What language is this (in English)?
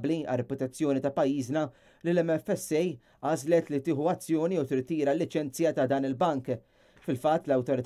Maltese